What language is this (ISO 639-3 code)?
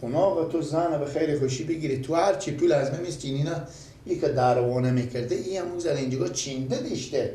fas